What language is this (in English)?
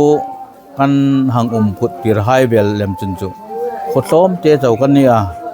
Hmar